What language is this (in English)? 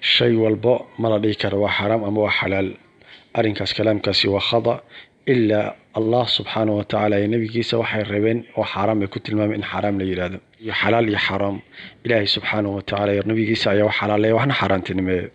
Somali